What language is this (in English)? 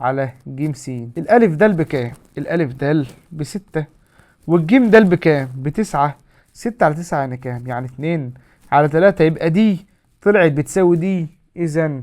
Egyptian Arabic